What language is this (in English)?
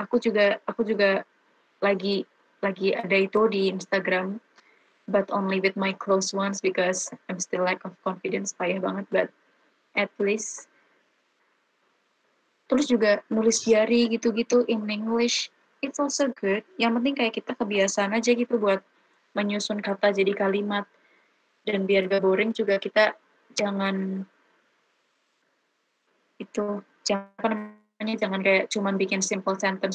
Indonesian